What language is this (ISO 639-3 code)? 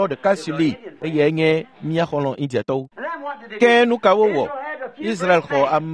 ewe